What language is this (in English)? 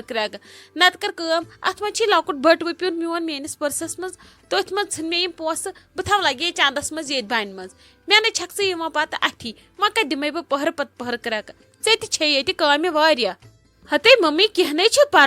Kashmiri